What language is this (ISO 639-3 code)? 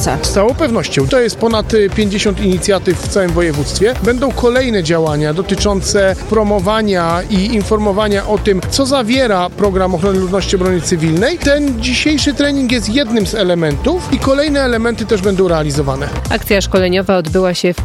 pol